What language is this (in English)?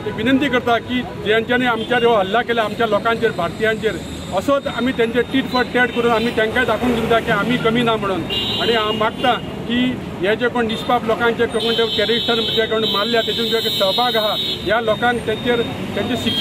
Konkani